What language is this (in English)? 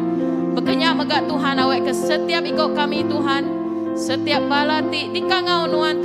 Iban